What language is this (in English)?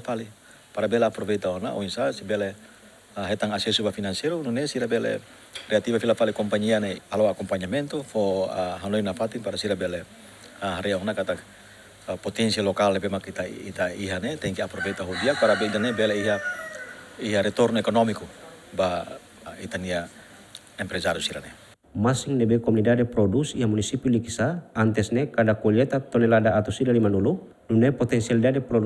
Tetum